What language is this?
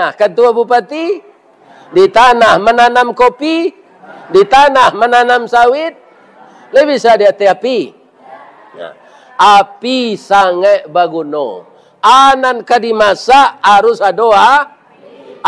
Minangkabau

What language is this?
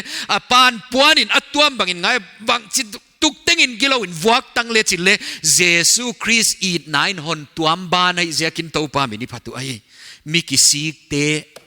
Paite Chin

